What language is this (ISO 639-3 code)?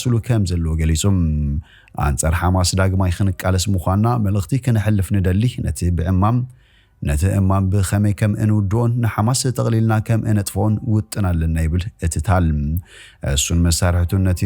tir